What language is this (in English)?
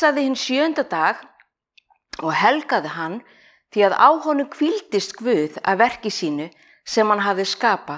Icelandic